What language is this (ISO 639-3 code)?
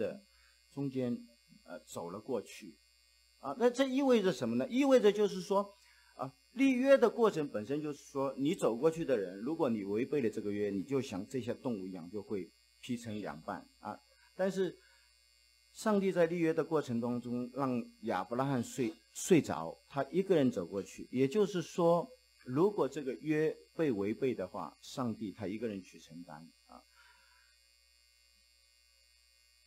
zho